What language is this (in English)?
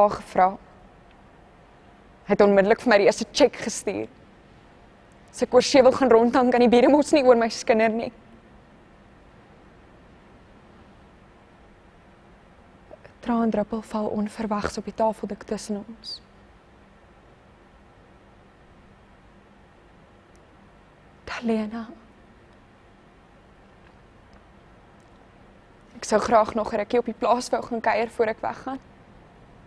Afrikaans